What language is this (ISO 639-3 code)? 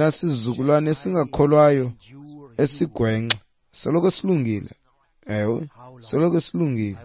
xho